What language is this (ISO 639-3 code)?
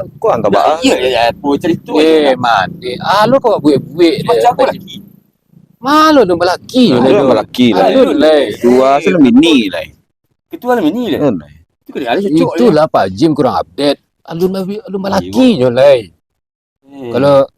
min